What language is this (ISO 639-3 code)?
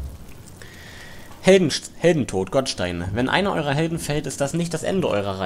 deu